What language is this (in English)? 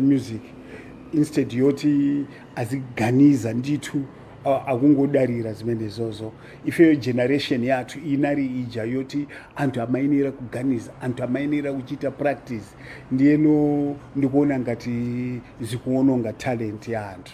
Nyanja